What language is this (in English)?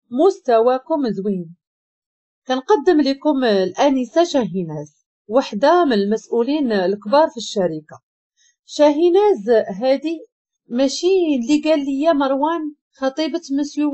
Moroccan Arabic